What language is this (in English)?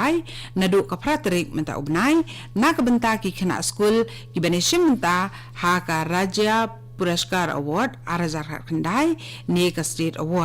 Khasi